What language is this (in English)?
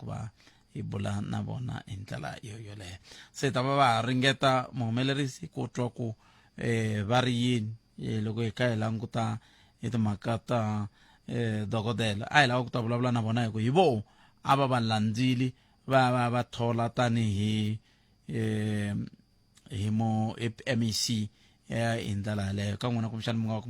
Tsonga